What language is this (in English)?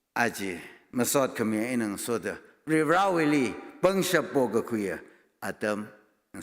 Tangkhul Naga (India)